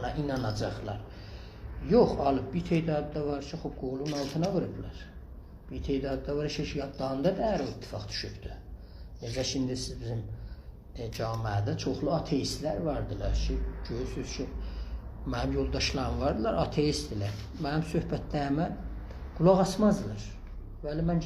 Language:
South Azerbaijani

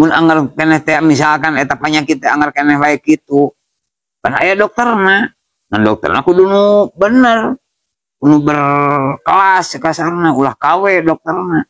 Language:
Sundanese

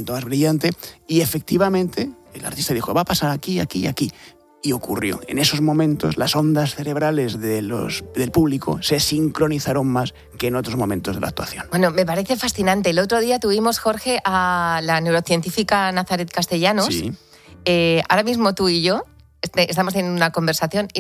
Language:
Spanish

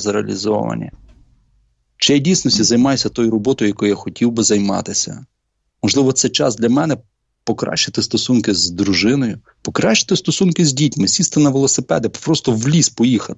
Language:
Ukrainian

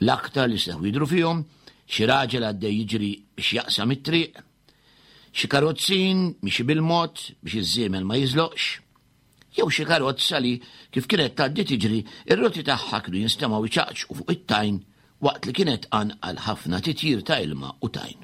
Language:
Maltese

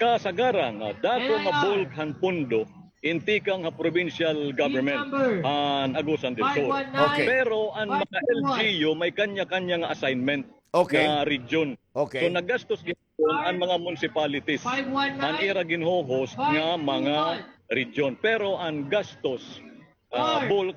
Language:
Waray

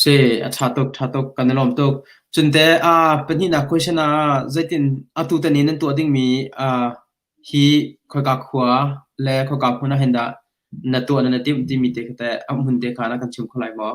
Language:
Hakha Chin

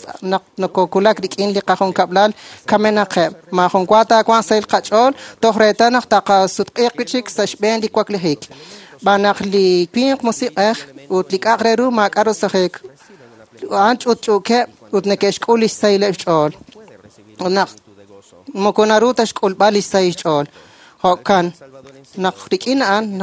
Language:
Kekchí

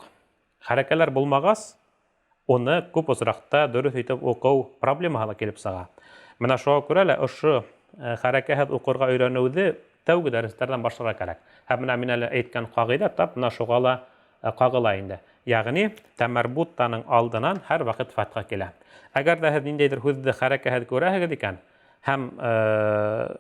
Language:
Bashkir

